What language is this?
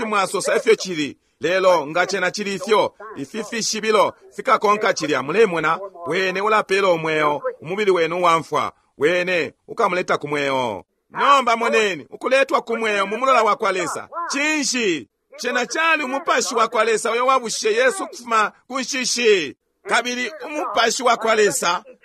Bemba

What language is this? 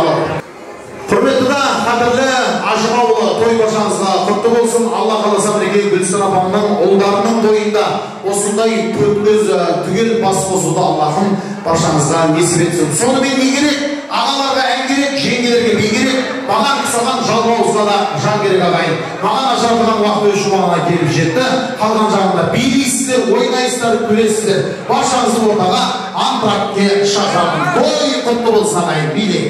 Kara-Kalpak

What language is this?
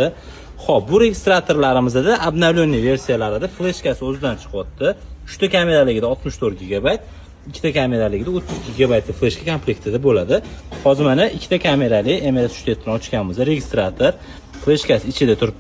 Uzbek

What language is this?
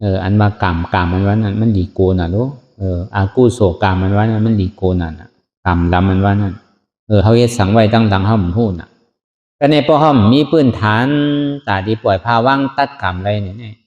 Shan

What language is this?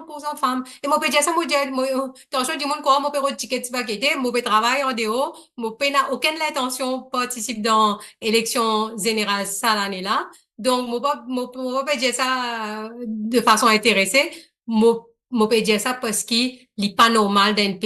Morisyen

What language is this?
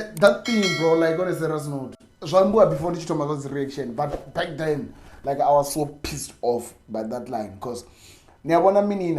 Venda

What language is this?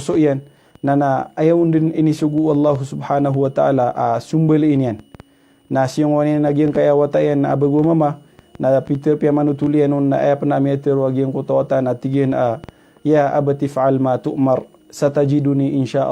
Maranao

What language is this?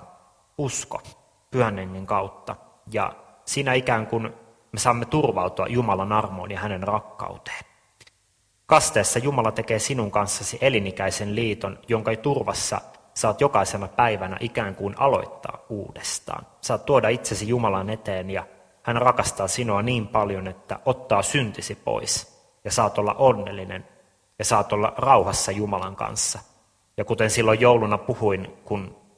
Finnish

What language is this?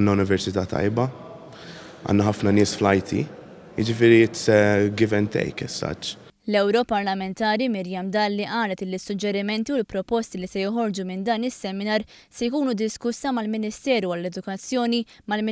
Maltese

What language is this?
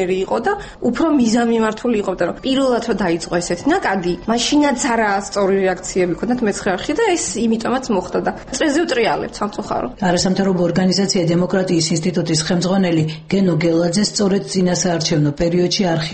Georgian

